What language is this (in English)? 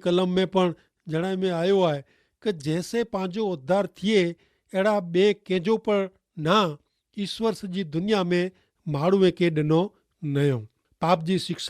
Kachhi